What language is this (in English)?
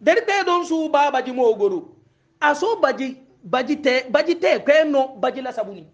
Hausa